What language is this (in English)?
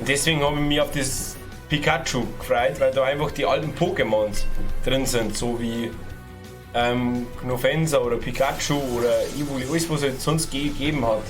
Bavarian